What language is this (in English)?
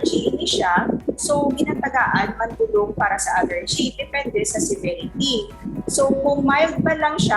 Hiligaynon